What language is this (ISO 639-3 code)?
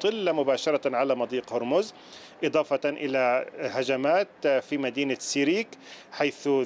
ara